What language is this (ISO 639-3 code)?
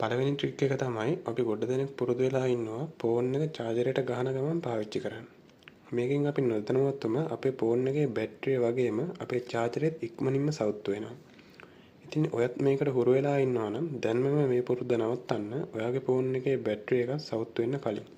sin